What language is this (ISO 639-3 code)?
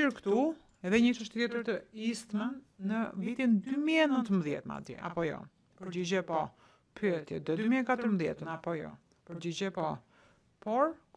sqi